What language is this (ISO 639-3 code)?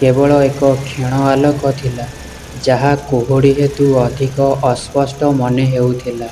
ori